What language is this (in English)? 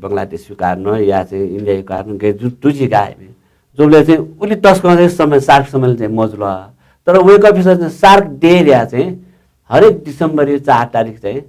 Newari